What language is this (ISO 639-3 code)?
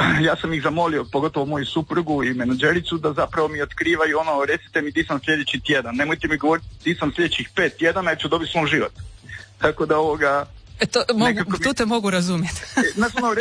hrv